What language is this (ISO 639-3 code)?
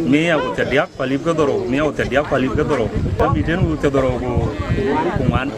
din